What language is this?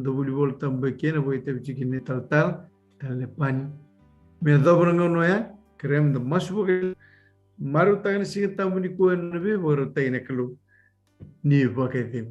Fijian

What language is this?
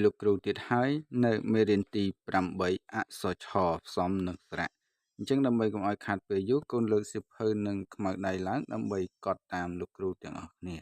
Khmer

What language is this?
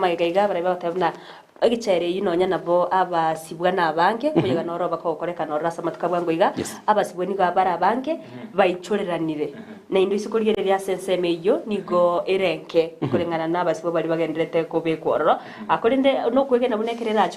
Gusii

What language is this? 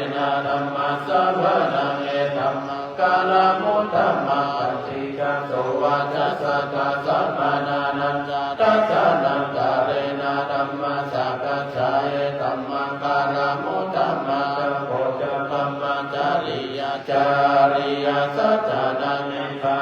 Pali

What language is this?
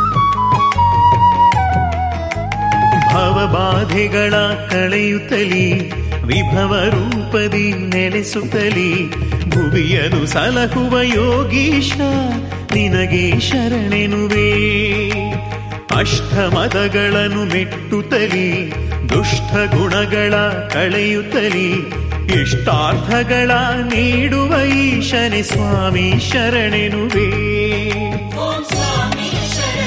Kannada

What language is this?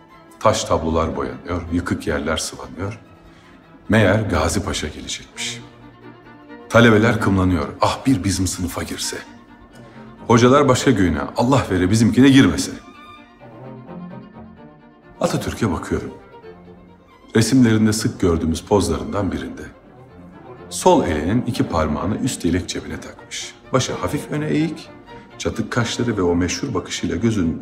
Turkish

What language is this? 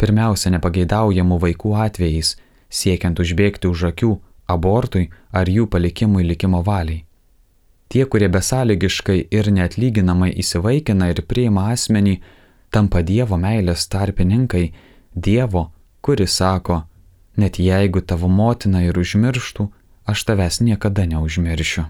Lithuanian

